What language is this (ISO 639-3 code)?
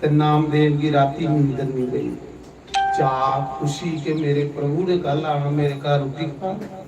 doi